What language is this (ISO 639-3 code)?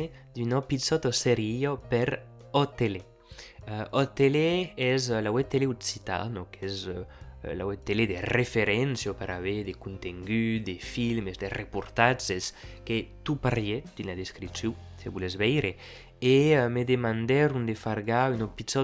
oci